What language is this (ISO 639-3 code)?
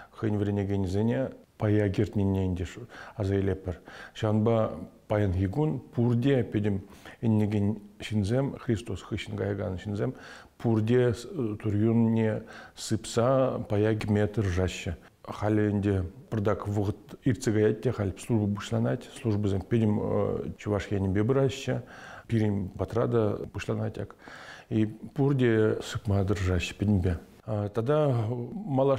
chv